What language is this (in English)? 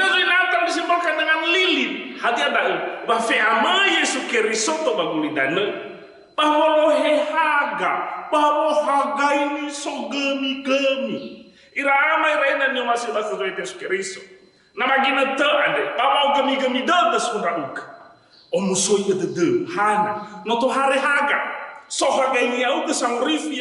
Nias